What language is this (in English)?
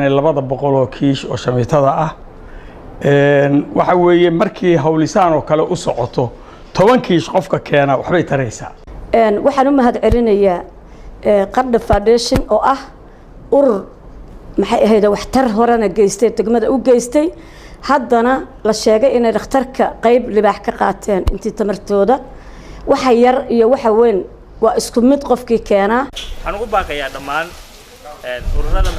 Somali